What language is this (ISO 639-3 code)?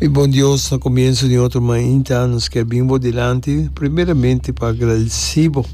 pap